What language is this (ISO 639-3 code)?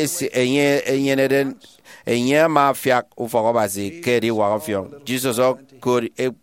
efi